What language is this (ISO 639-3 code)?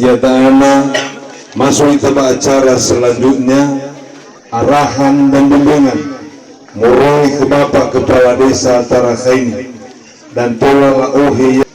nia